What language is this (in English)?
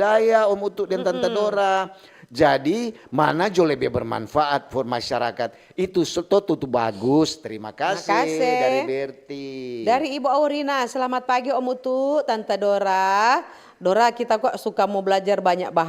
Manado Malay